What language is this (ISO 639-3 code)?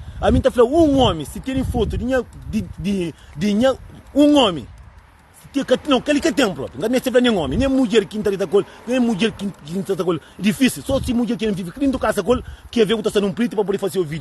kea